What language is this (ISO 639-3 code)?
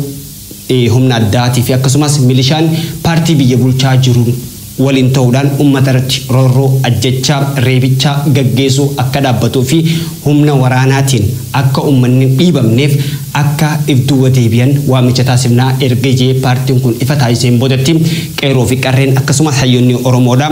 orm